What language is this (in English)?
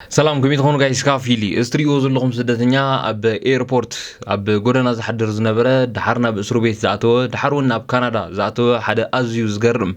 Tigrinya